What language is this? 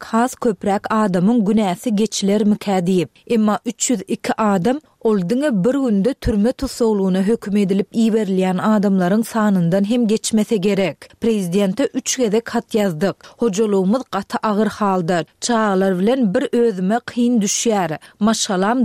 Turkmen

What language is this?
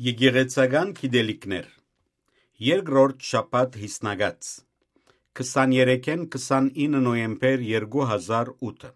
Armenian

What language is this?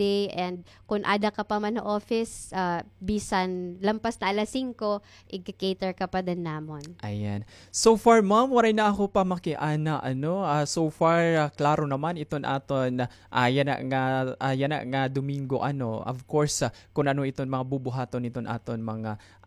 Waray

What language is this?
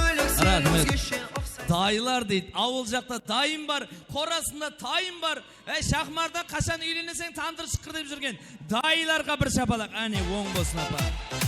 Kara-Kalpak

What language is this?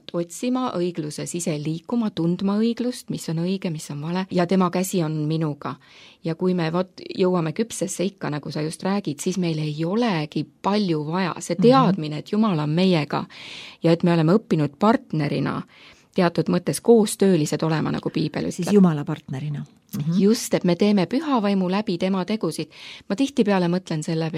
Estonian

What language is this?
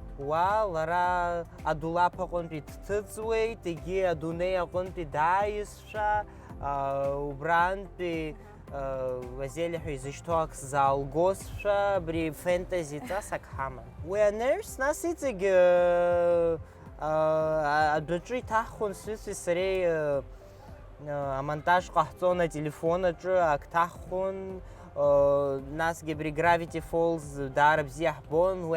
Abkhazian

